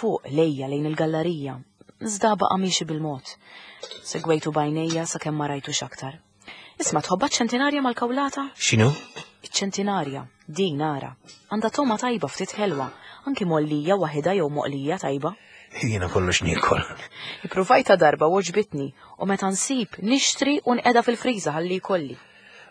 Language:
Maltese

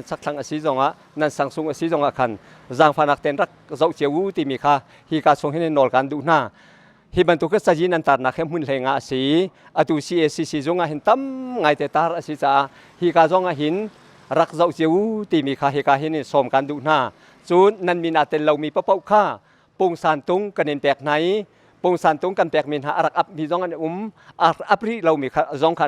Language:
Hakha Chin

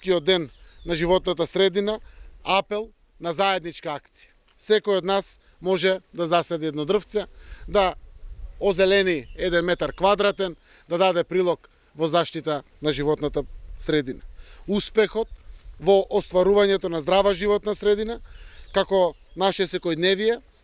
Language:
Macedonian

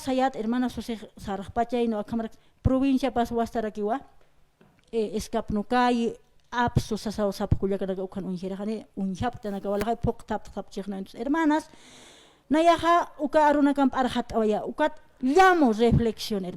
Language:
Aymara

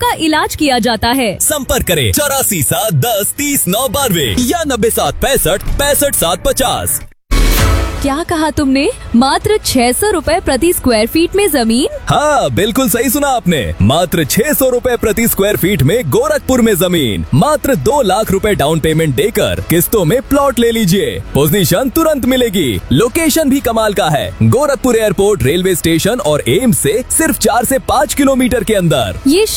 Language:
Hindi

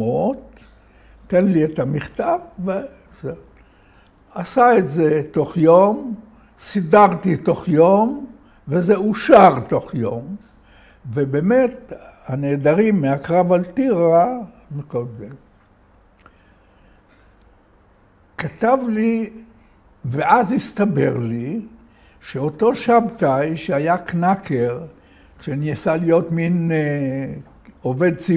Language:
Hebrew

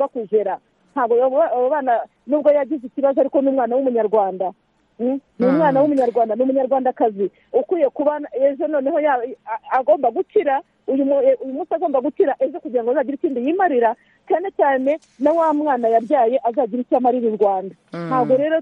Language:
Kinyarwanda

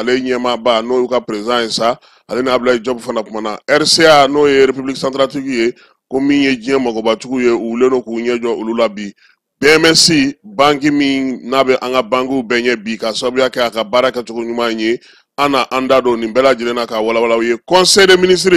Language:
Bambara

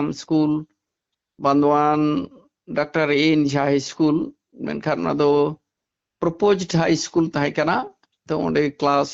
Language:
Santali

